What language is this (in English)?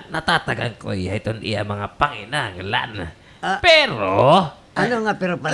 Waray